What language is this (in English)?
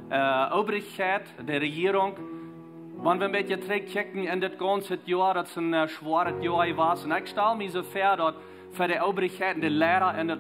Plautdietsch